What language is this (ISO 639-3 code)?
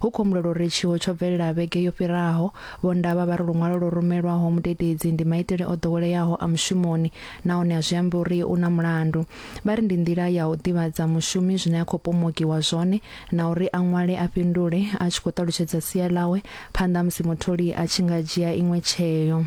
ven